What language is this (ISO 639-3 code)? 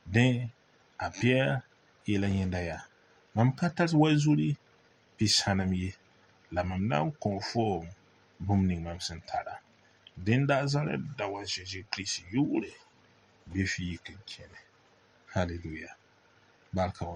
mos